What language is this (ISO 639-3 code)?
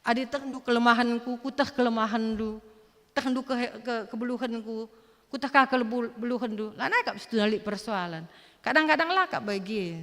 btx